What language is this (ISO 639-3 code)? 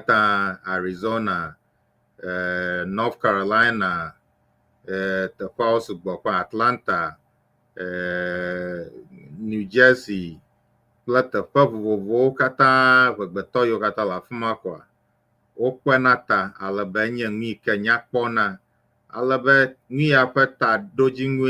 ewe